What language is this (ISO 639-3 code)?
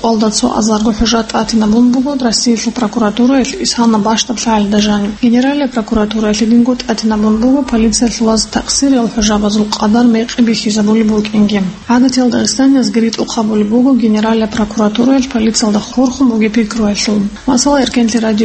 ava